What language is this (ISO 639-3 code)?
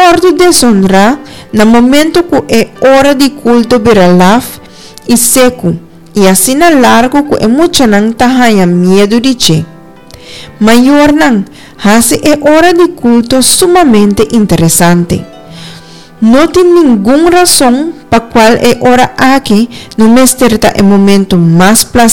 pap